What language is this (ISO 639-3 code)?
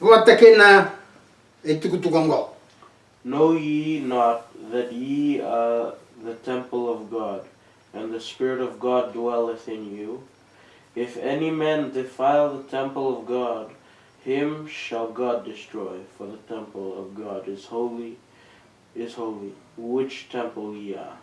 fij